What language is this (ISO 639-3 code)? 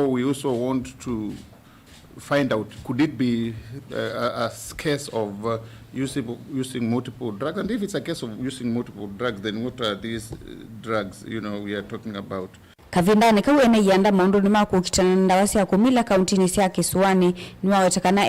kam